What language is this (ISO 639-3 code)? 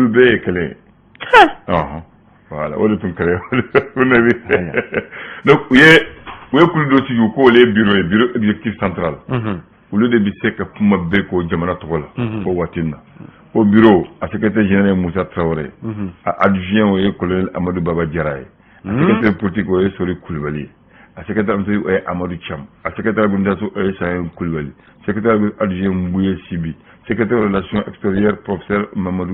bam